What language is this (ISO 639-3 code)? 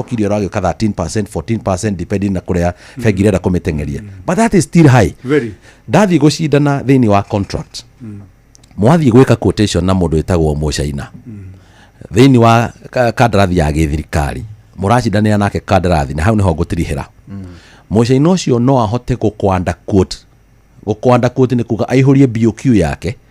kik